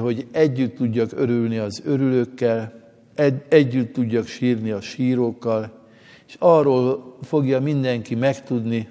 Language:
Hungarian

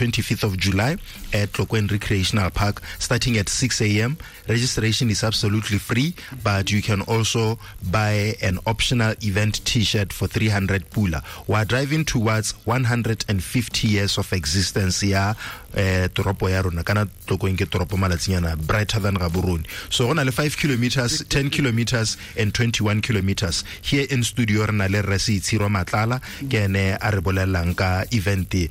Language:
Tswana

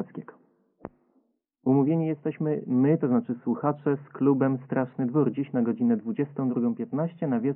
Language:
Polish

